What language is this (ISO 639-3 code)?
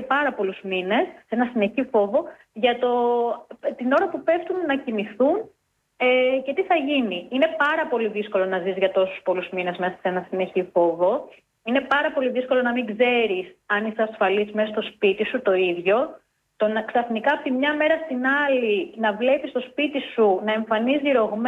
ell